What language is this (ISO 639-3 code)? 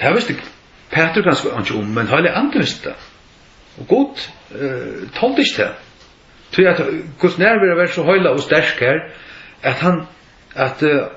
fao